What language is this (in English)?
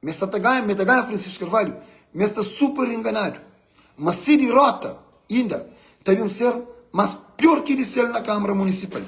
Kabuverdianu